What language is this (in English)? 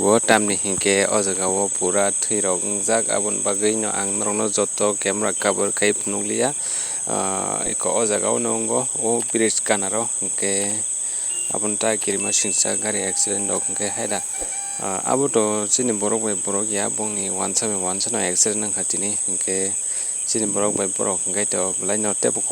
Kok Borok